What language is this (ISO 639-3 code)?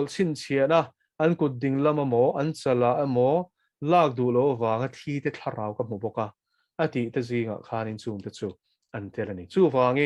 lus